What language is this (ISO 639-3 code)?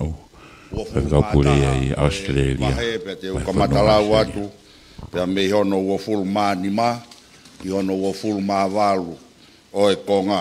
ton